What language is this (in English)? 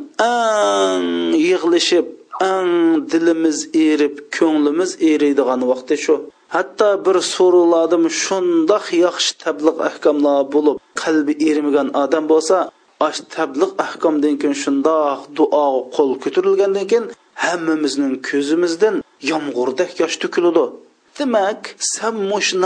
Uyghur